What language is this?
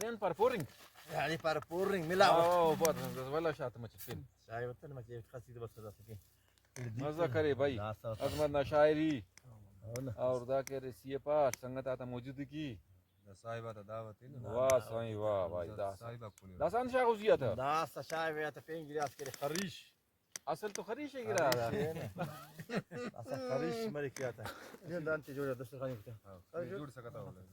Brahui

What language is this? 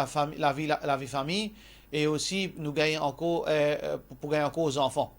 Morisyen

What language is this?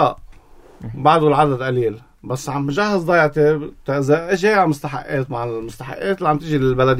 North Levantine Arabic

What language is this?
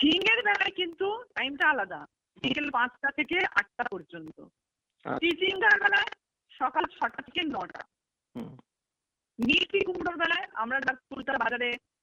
Bangla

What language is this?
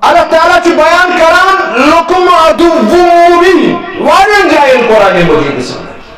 Kashmiri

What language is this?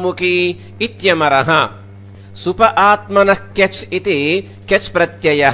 Sanskrit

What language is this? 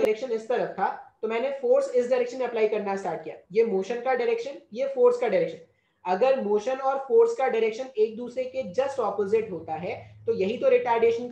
Hindi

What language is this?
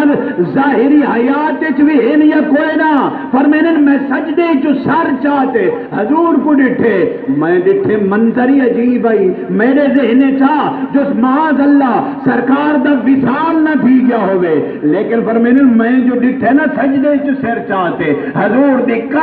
Saraiki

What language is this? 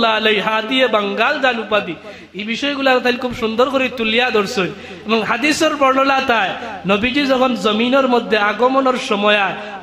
Sylheti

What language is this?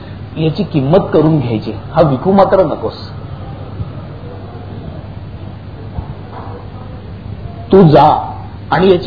Marathi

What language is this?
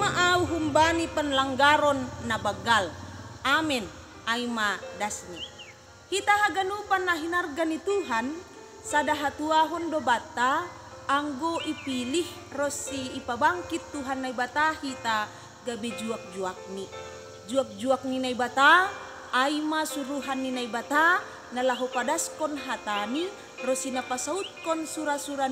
Batak Simalungun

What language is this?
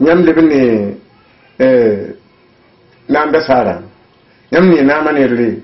Mossi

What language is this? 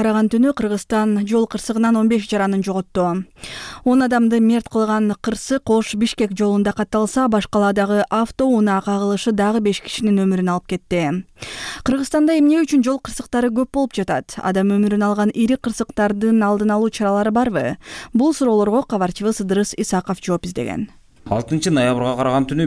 Kyrgyz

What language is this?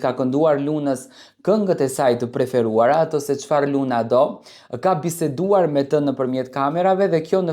Albanian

